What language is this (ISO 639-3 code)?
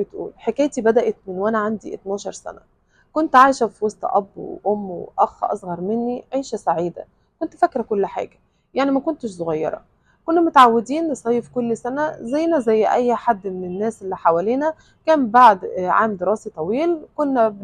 arz